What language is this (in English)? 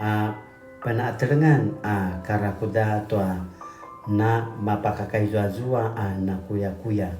Paiwan